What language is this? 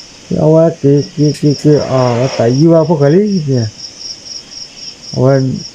S'gaw Karen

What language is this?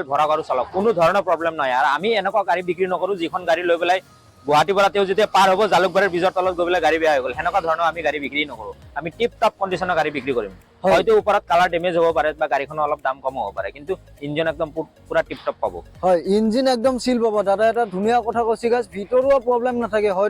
Assamese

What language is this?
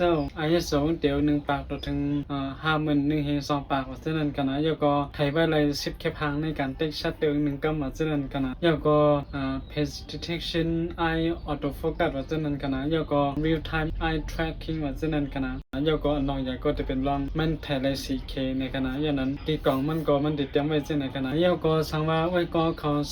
Shan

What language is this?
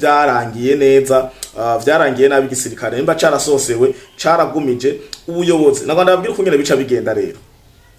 Rundi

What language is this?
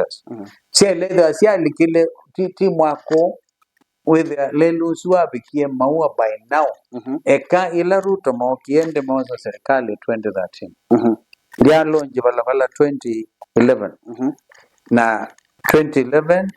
Kamba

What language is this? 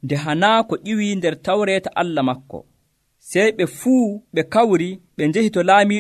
Nigerian Fulfulde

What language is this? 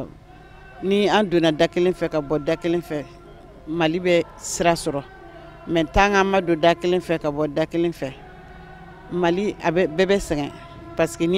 Bambara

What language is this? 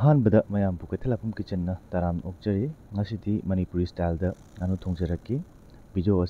Manipuri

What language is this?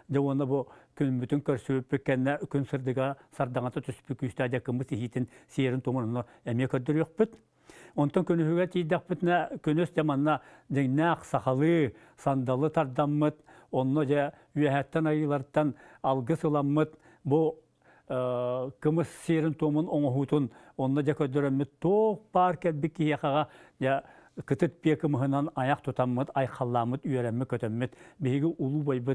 Yakut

